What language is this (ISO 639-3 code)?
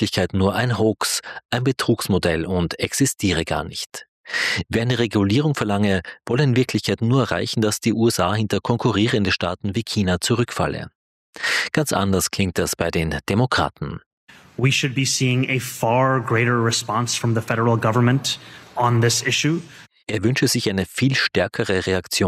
deu